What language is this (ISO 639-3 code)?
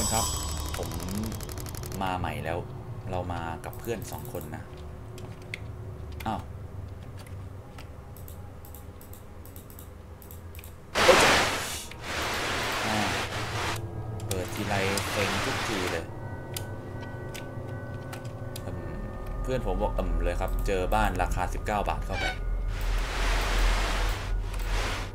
tha